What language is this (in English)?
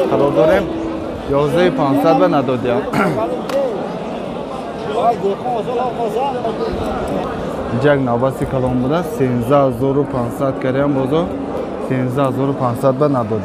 Tajik